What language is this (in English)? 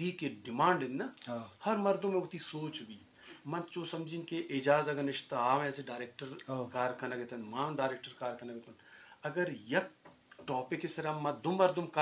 Eastern Balochi